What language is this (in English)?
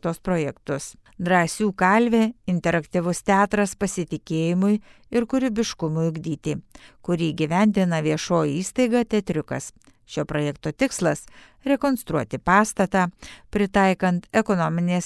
Lithuanian